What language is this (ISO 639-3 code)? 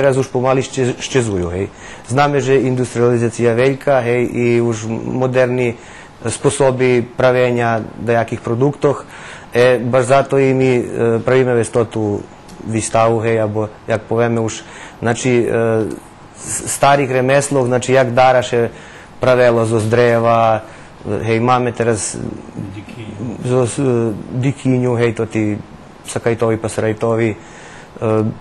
rue